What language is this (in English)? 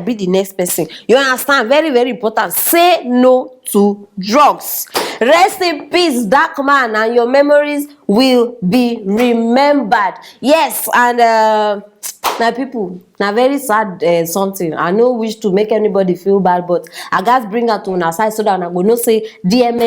Nigerian Pidgin